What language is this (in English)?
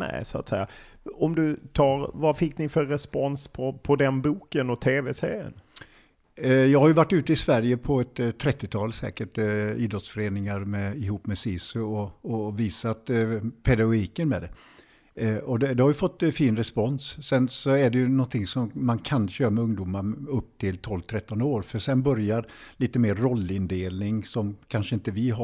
Swedish